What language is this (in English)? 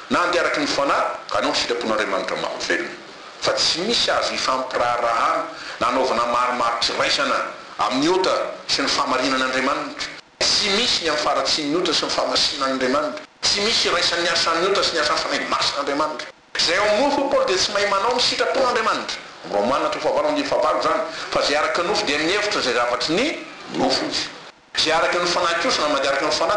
Malagasy